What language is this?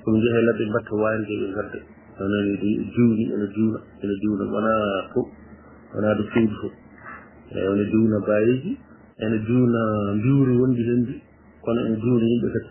Fula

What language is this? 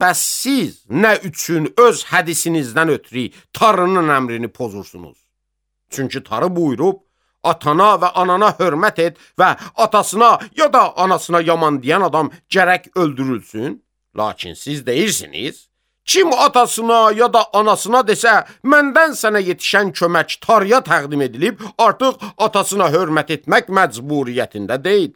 Azerbaijani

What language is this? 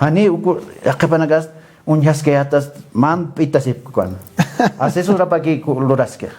Aymara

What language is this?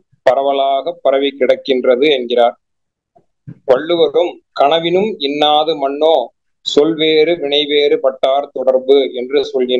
Tamil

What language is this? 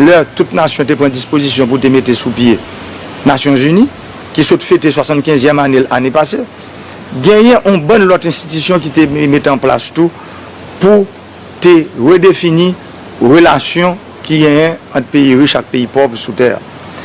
Haitian Creole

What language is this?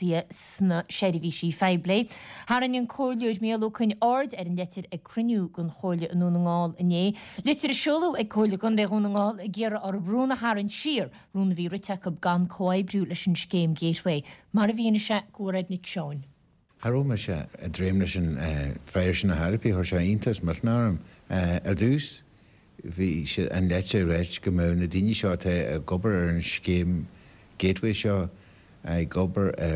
Irish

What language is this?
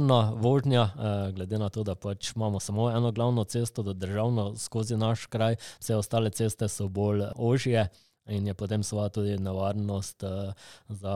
Slovenian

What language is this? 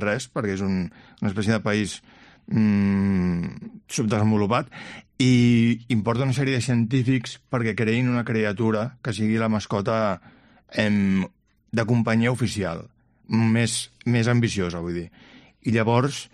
Catalan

